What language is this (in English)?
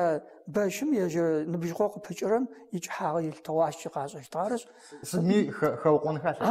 Adyghe